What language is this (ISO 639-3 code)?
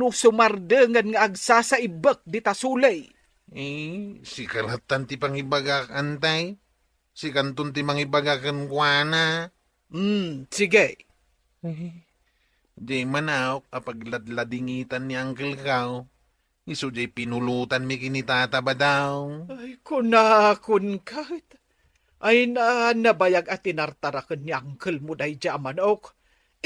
ilo